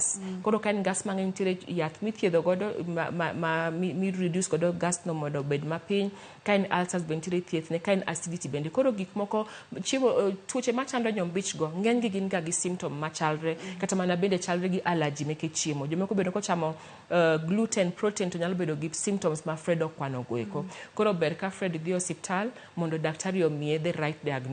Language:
Luo (Kenya and Tanzania)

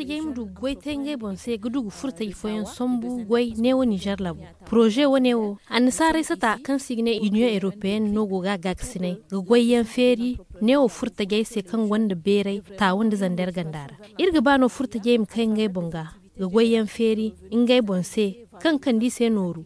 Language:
Zarma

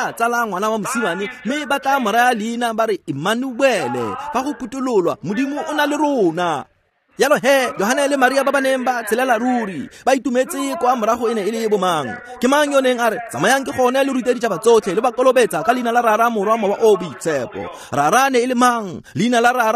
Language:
Tswana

